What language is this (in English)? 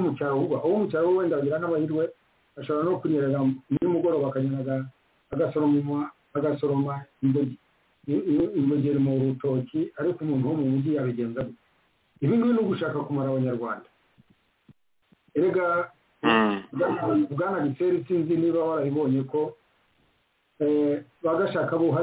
Kinyarwanda